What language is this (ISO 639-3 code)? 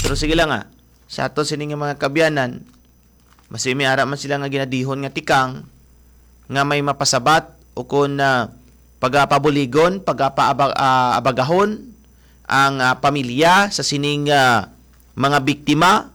hil